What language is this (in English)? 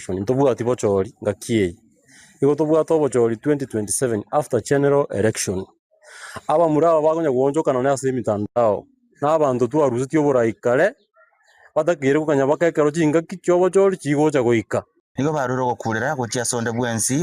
Gusii